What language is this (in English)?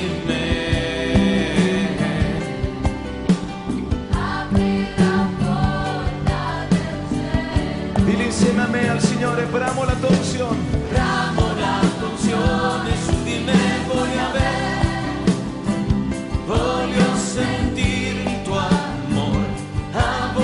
Italian